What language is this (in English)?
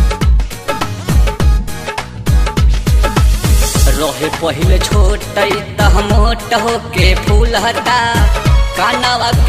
Bhojpuri